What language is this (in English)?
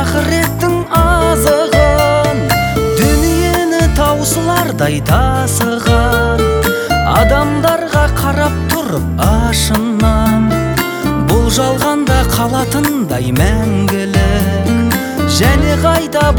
Kazakh